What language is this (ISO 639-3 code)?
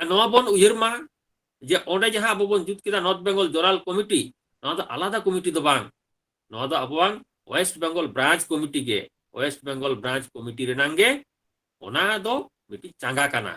sat